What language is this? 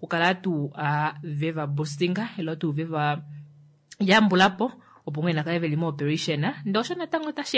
Kuanyama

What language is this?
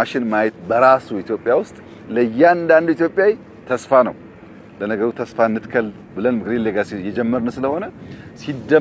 Amharic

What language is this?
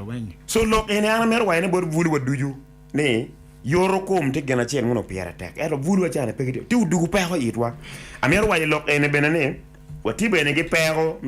Acoli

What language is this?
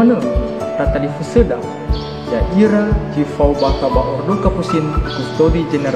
Nias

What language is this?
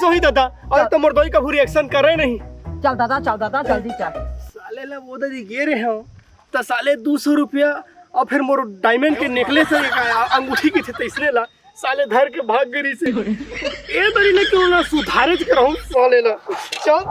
Chhattisgarhi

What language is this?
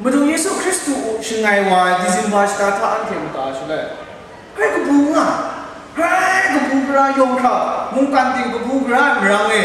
Kachin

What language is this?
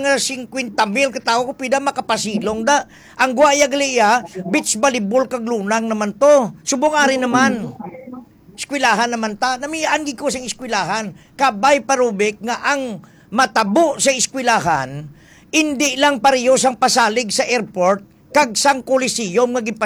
Hiligaynon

